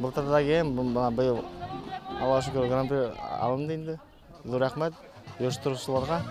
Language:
Bashkir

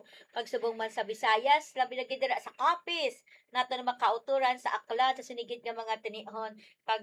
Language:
Hiligaynon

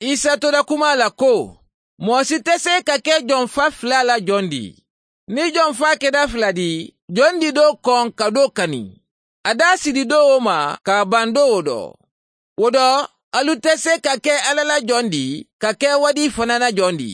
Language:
Mandingo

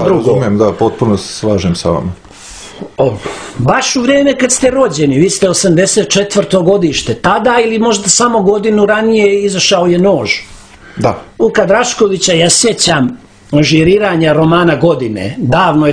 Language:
Serbian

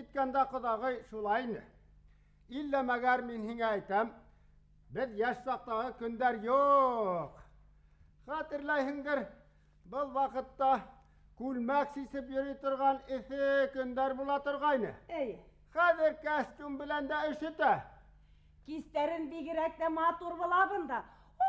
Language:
Bashkir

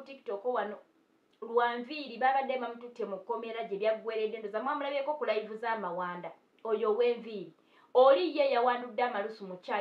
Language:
Ganda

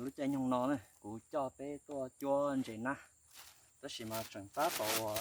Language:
Hmong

